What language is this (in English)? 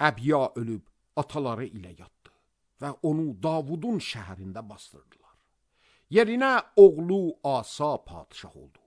Azerbaijani